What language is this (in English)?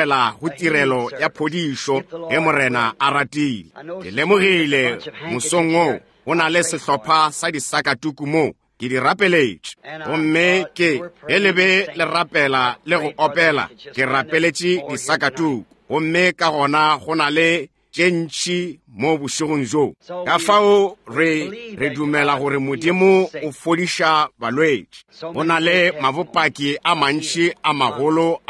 Northern Sotho